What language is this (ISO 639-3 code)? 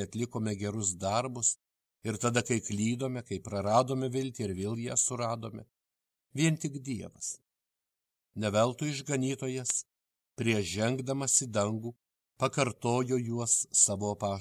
lit